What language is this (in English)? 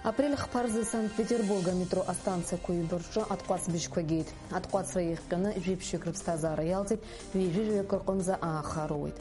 Abkhazian